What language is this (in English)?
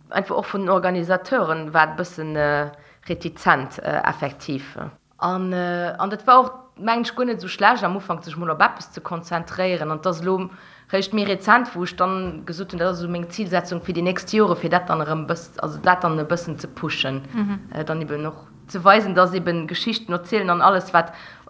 Luxembourgish